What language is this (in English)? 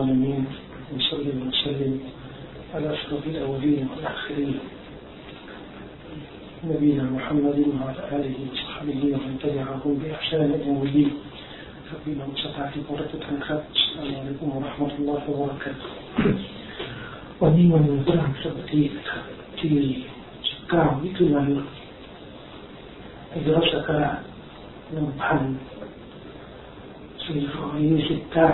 Thai